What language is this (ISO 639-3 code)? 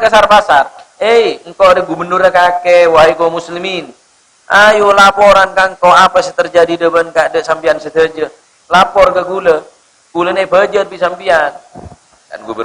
mad